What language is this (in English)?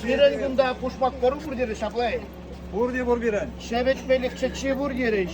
Chuvash